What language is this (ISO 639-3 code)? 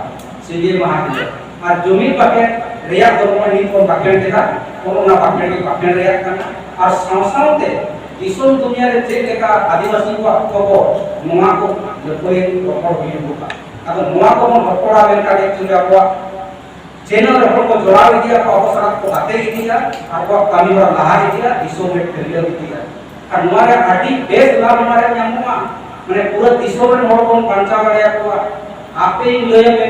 sat